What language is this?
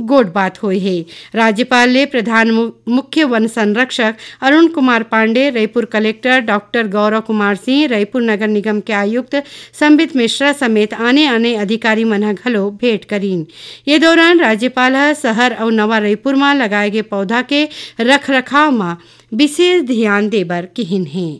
Chhattisgarhi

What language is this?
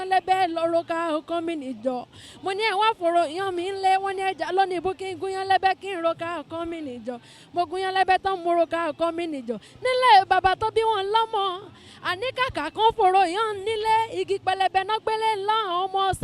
Yoruba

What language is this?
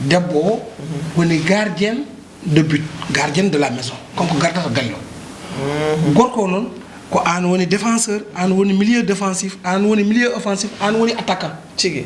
Fula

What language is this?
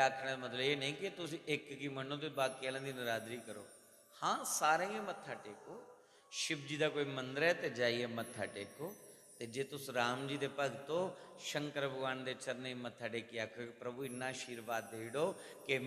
Dogri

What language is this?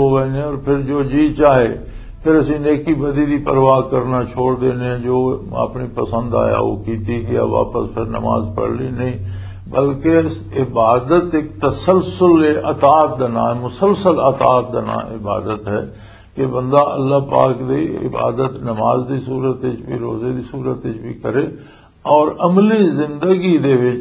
Western Panjabi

